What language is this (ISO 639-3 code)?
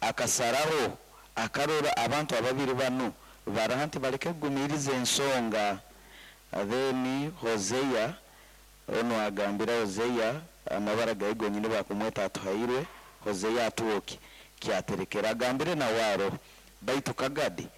nyo